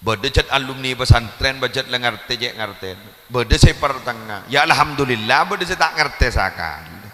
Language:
Madurese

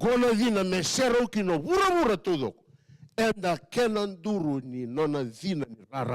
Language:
Fijian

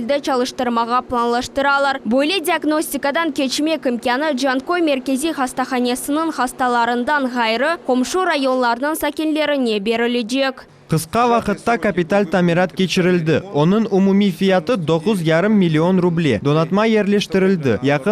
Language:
Crimean Tatar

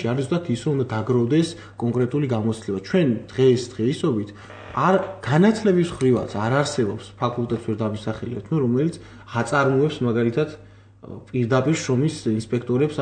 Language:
Georgian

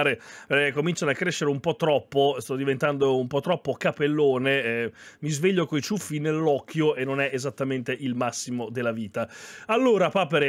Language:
Italian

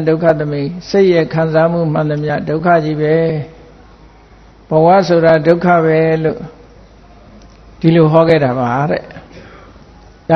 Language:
Burmese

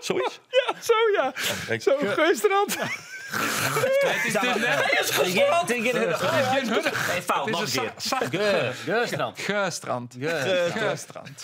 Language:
Western Frisian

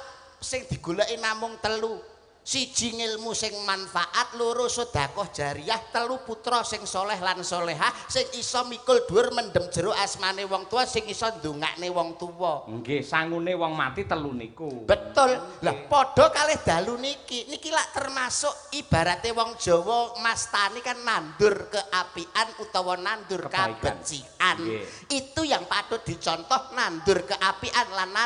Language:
Javanese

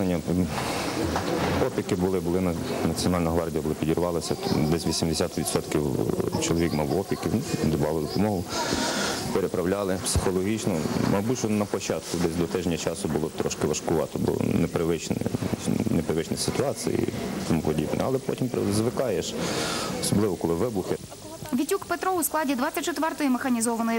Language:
Ukrainian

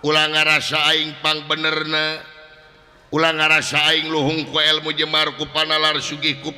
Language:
Sundanese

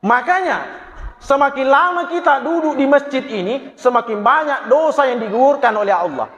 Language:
Buginese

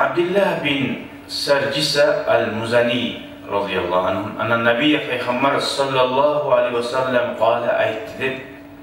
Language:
Kumyk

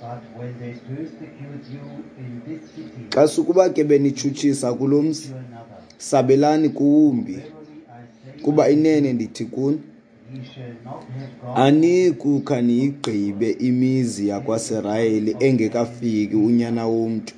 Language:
Xhosa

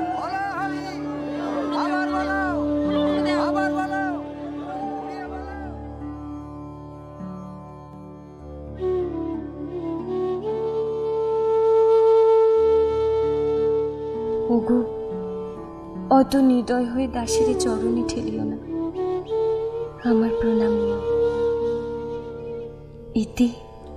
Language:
Bangla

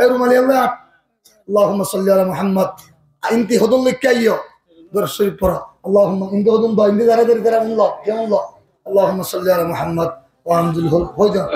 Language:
Rohingya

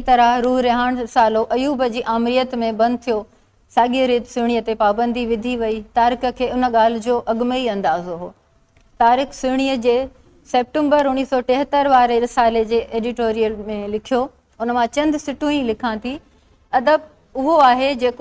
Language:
Sindhi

